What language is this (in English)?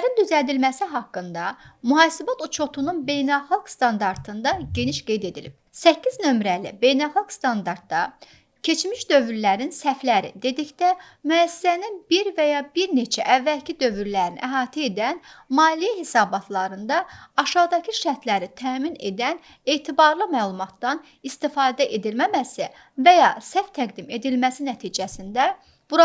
Azerbaijani